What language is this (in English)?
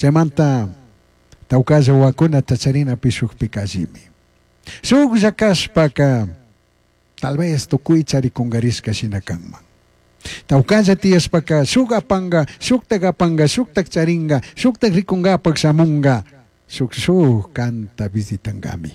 Chimborazo Highland Quichua